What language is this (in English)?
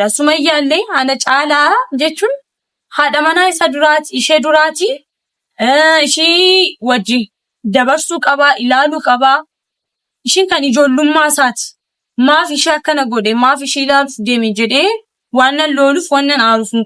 Oromo